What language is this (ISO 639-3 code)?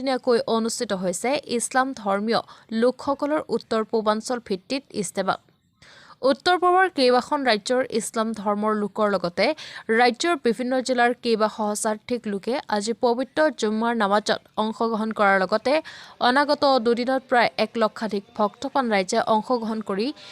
asm